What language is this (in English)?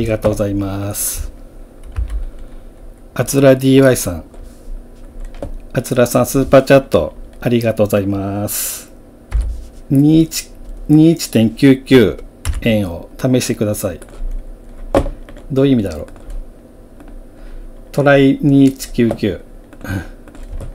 Japanese